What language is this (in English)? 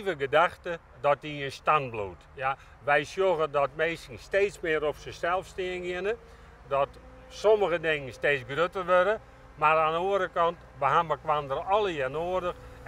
Western Frisian